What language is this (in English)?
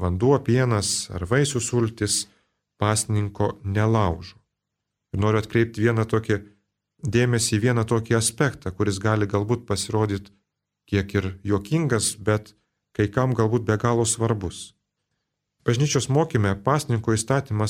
Lithuanian